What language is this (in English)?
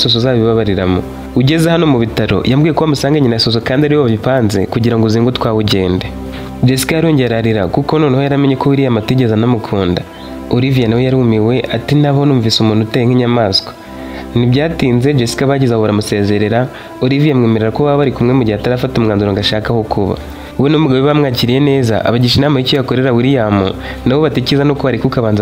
Kinyarwanda